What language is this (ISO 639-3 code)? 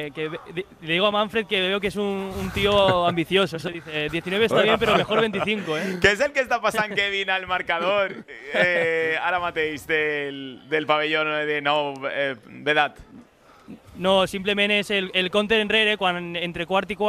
cat